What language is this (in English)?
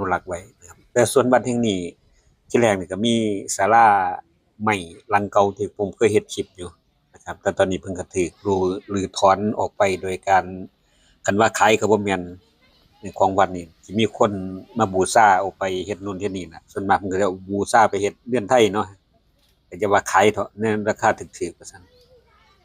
Northeastern Thai